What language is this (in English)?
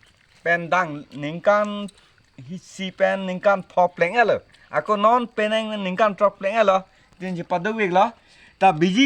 Karbi